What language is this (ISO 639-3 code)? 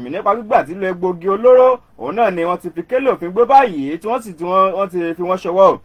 yor